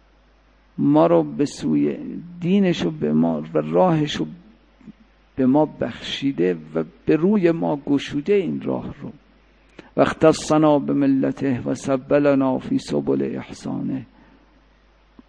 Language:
Persian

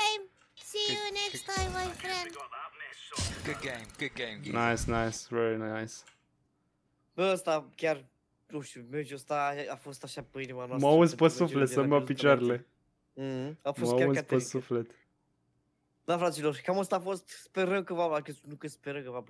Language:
Romanian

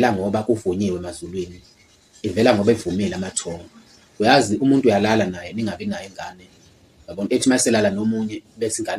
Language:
Zulu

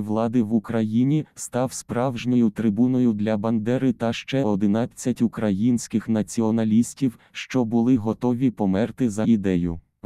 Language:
Ukrainian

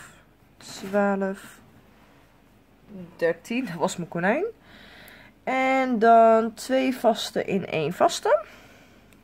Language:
Dutch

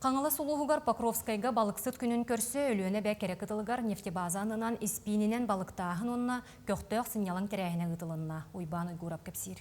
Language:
Yakut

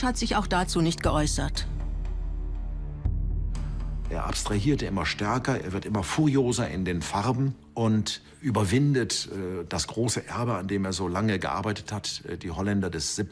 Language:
German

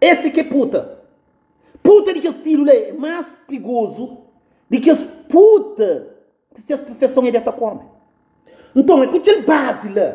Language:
Kabuverdianu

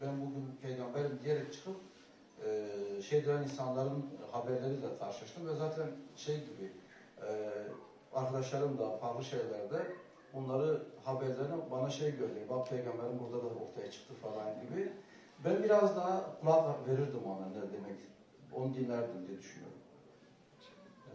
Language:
Turkish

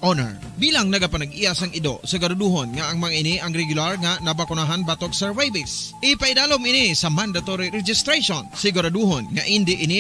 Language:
Hiligaynon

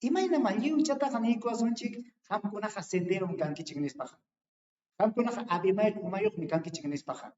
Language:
Ayacucho Quechua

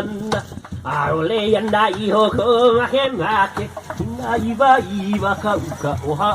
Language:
Hawaiian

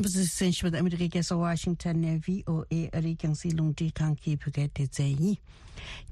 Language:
Tibetan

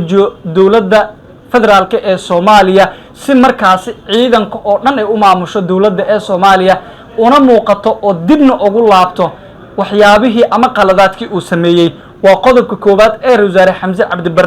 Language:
Somali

